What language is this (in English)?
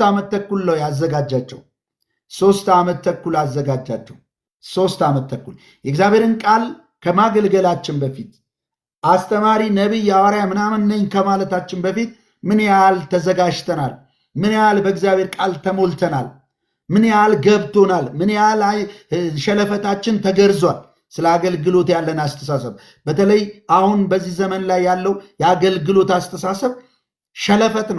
Amharic